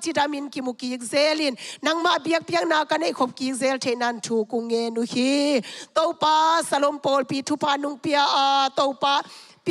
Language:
Tedim Chin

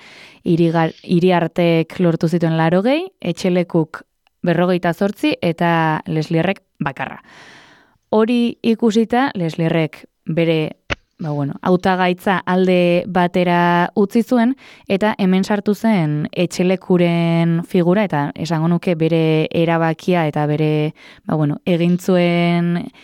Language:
Basque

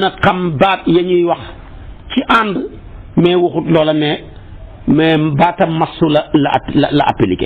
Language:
Wolof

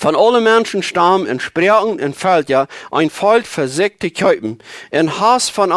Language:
Plautdietsch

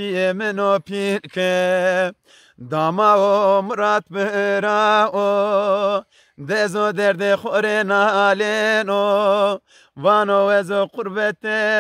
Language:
Zaza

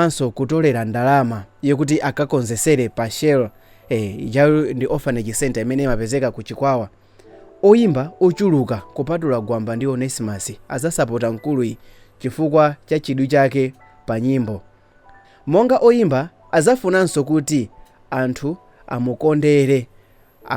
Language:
Nyanja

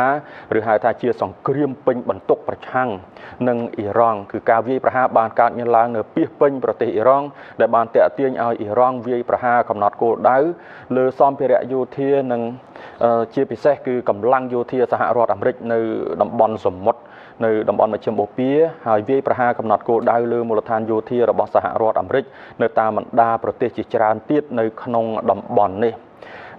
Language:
Khmer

